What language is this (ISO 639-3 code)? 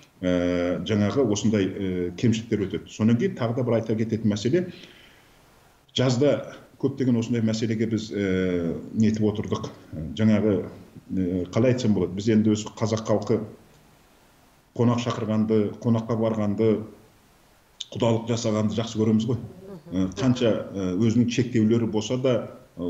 kaz